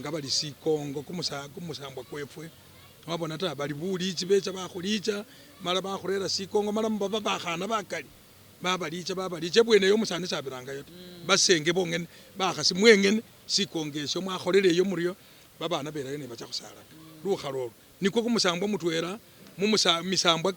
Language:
Masaaba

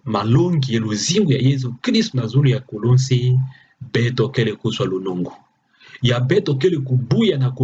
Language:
Kituba (Democratic Republic of Congo)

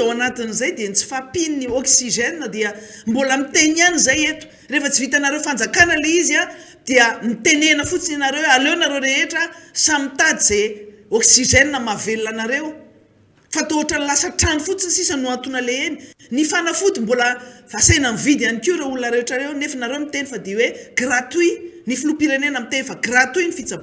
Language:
Malagasy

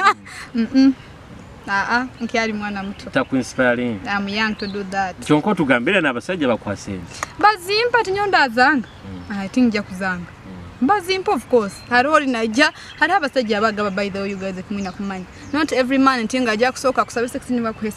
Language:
Nyoro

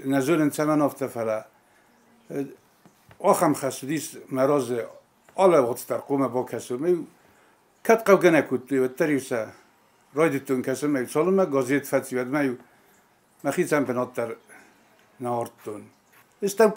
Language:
Ossetic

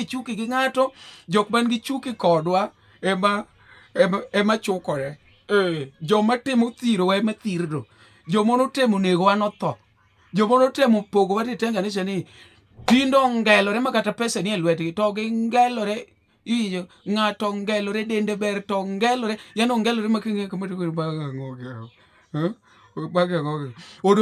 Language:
Luo (Kenya and Tanzania)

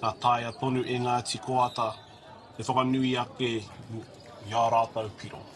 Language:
Māori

